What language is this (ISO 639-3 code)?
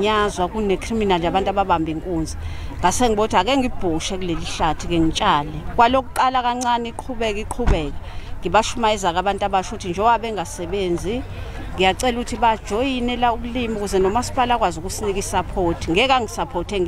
zul